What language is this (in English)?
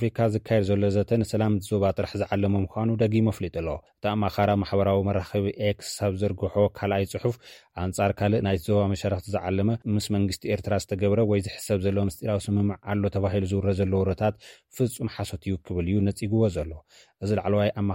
Tigrinya